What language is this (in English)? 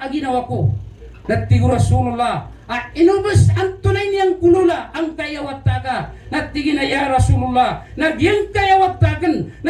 Maranao